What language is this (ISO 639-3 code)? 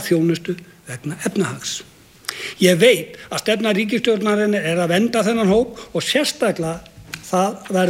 isl